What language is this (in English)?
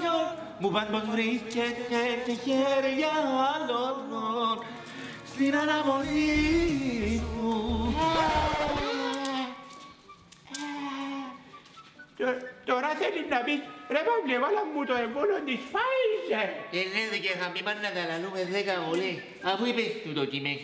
Greek